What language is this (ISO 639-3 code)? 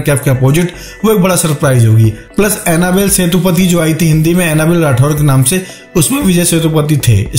hin